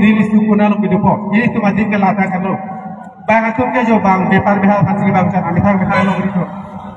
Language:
Karbi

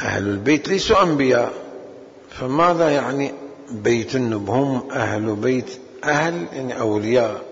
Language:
Mesopotamian Arabic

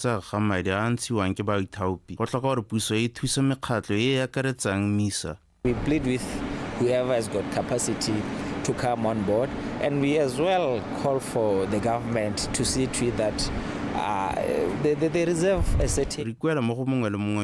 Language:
Tswana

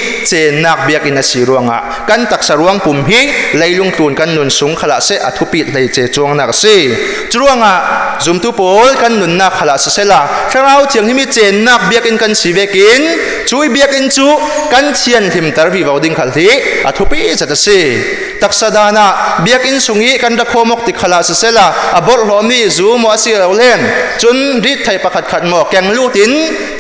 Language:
Falam Chin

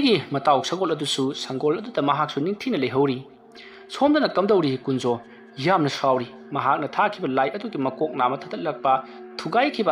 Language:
Manipuri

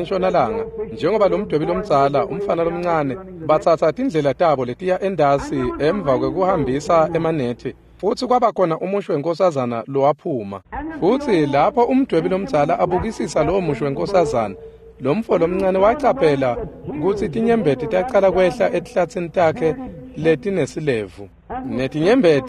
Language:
Swati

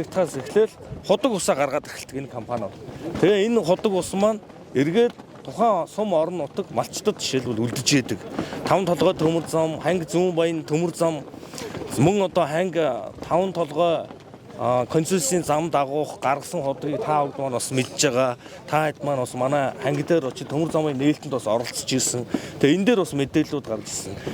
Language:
Mongolian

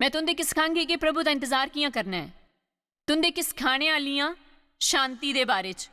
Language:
Dogri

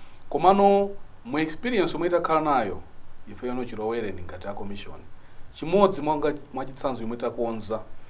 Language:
Nyanja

